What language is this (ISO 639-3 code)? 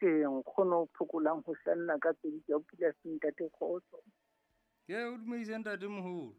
sot